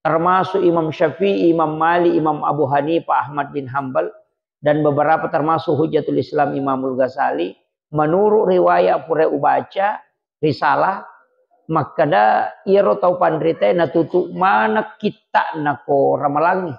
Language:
Buginese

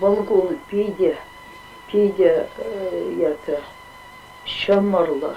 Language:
Chuvash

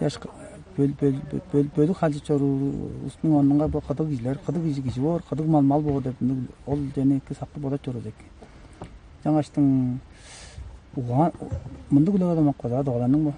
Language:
Tuvinian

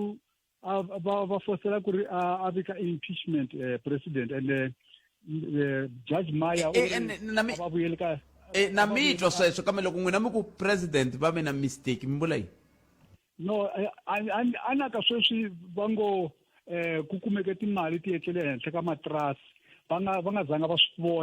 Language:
Tsonga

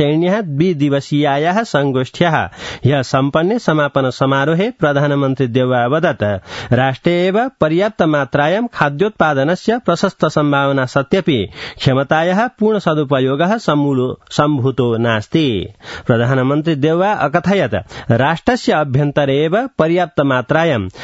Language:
Sanskrit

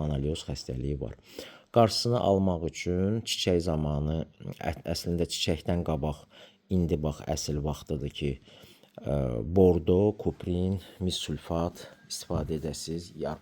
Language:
Azerbaijani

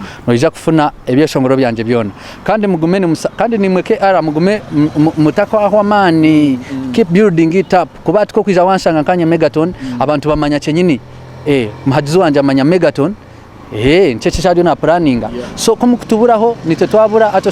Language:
Nyankole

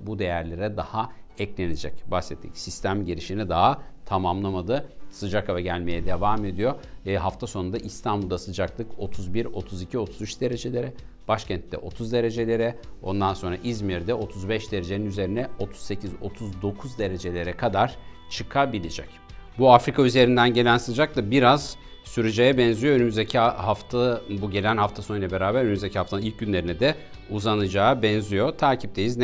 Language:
Turkish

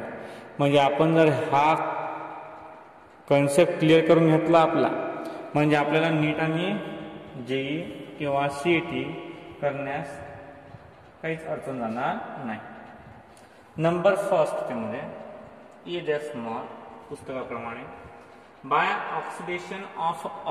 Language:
Marathi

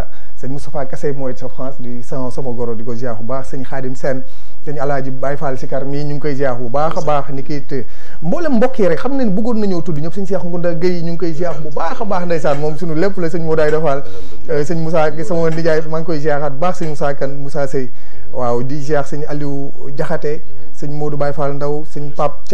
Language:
Wolof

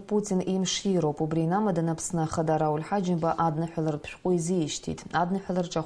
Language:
Abkhazian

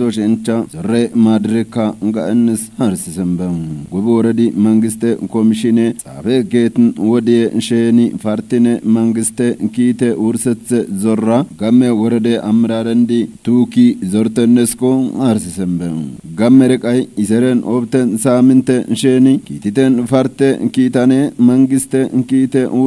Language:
Kafa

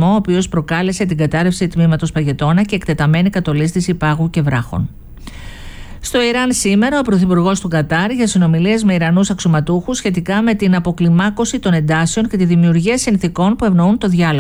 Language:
Greek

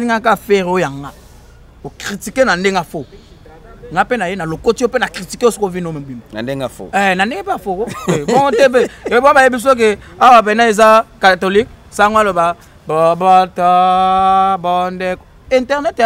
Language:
Lingala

